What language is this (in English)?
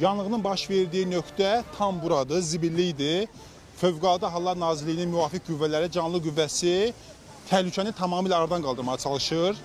Azerbaijani